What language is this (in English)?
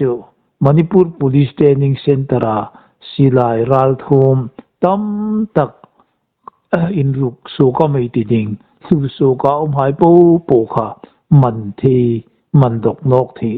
Hmar